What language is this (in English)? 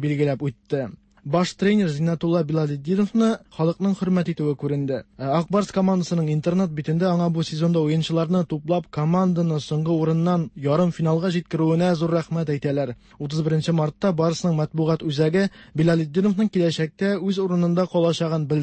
Tatar